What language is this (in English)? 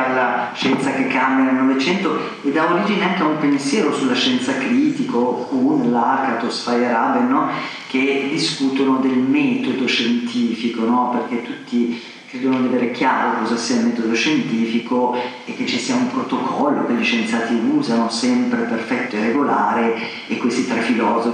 Italian